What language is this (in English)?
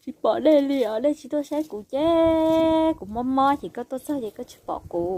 Hmong